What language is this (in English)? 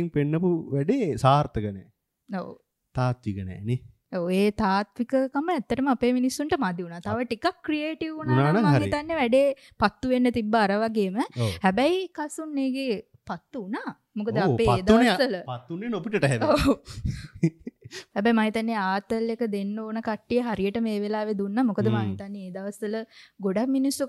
Sinhala